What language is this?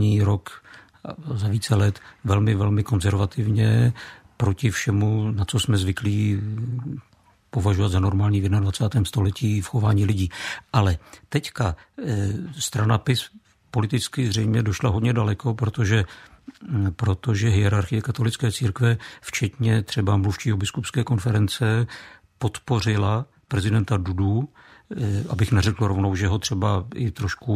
Czech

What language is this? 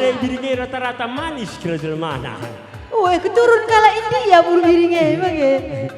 Batak Karo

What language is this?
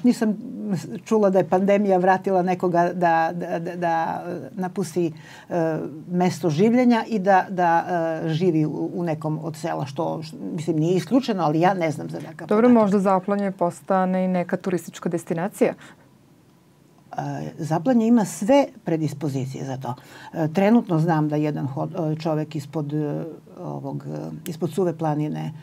Serbian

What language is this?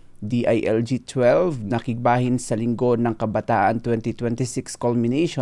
Hiligaynon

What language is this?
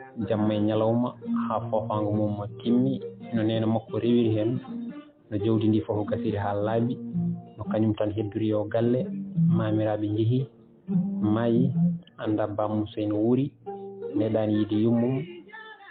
Fula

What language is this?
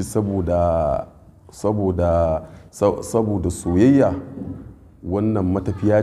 Hausa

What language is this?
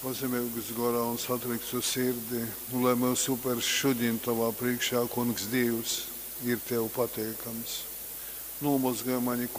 Latgalian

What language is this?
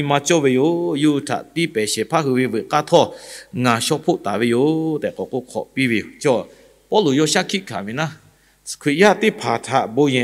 Lahu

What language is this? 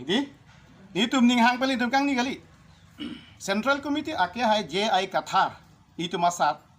Karbi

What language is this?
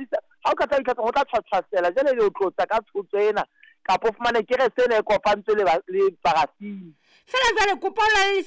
Southern Sotho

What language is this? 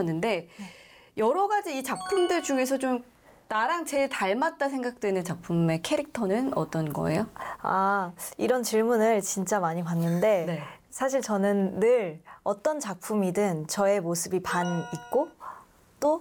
Korean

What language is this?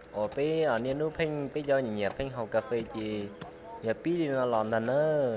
Hmong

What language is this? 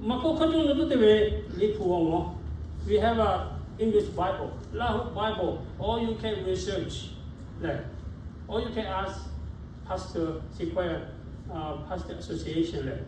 Lahu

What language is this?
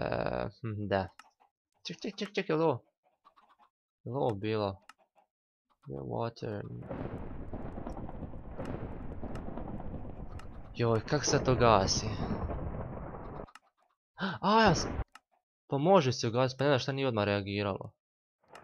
Croatian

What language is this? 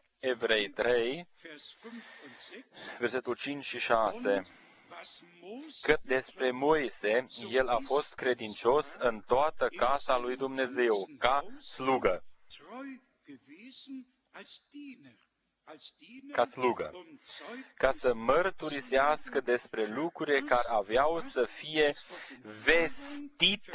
Romanian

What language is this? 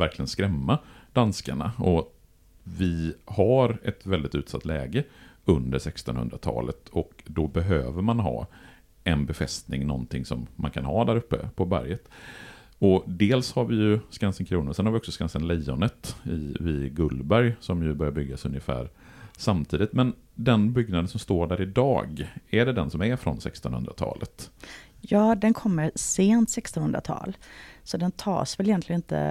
Swedish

